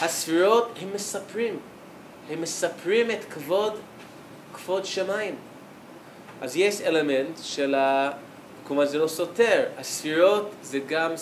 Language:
Hebrew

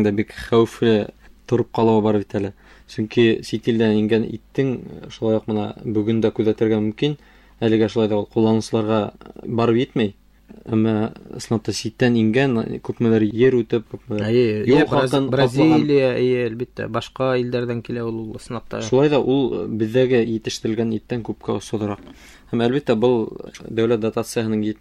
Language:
Bashkir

